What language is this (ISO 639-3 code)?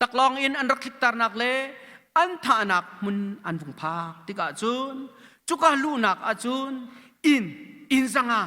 cnh